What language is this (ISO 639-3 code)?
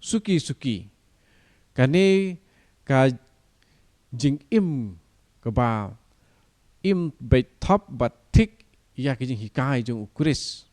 kha